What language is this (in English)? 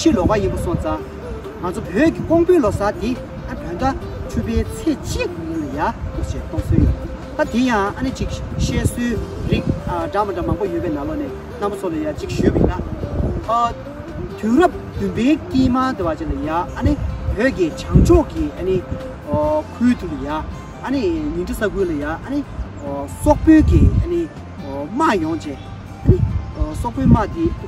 Tibetan